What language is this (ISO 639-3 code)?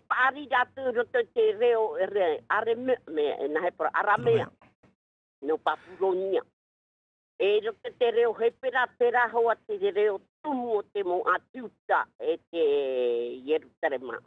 tah